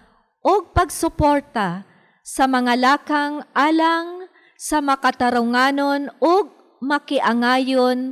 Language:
Cebuano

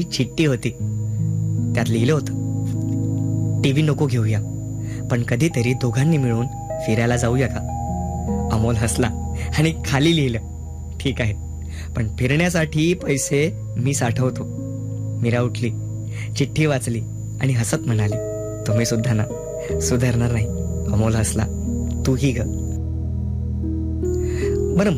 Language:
Marathi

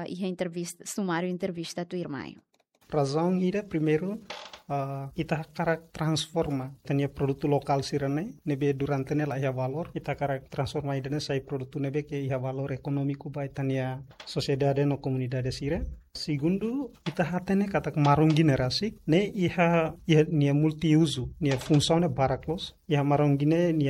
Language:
Tetum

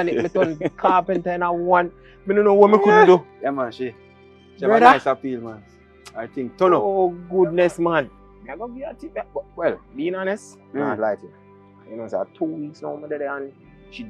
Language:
Jamaican Creole English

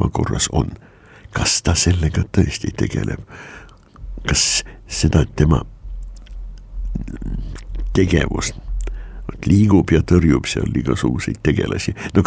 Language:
Estonian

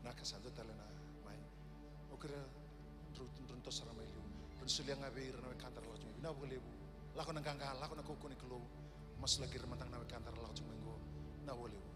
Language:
Fijian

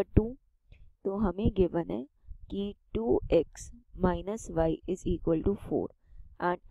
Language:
Hindi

